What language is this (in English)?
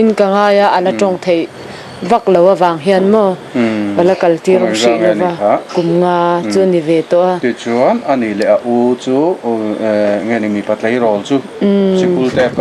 Mizo